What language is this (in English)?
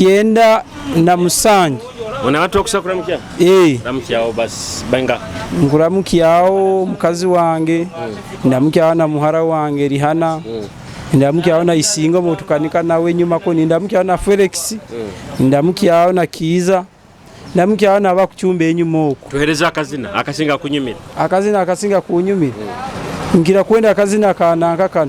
Nyoro